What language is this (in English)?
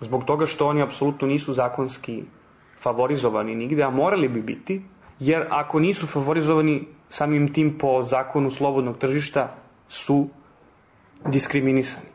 Serbian